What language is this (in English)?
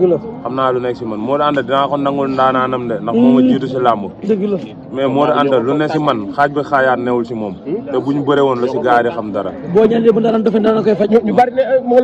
Wolof